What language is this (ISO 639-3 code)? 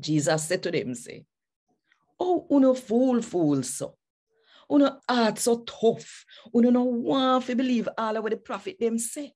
jam